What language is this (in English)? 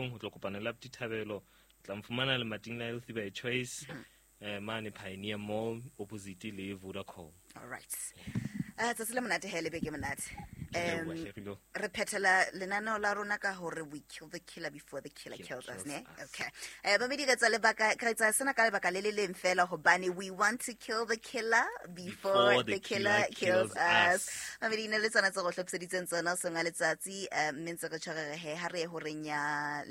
Southern Sotho